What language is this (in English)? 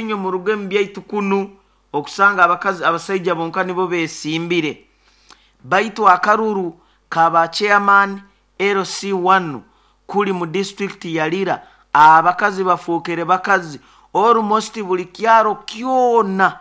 Nyoro